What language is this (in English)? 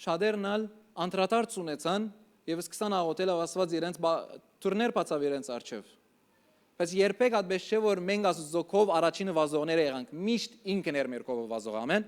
Western Armenian